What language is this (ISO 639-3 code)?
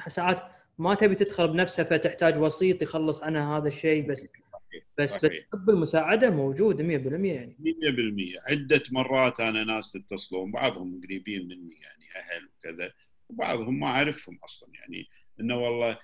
afb